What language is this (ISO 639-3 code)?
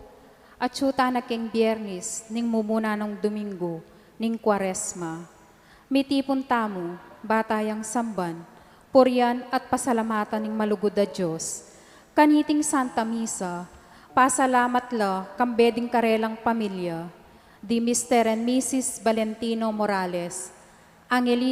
pam